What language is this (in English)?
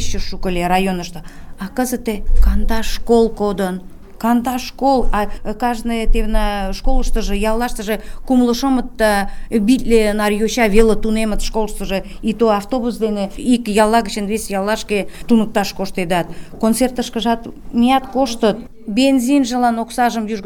Mari